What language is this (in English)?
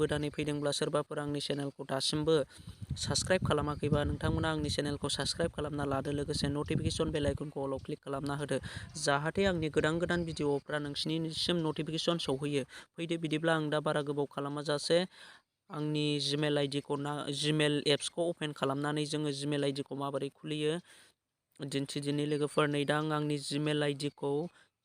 Bodo